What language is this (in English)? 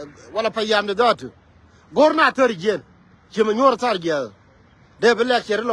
Nuer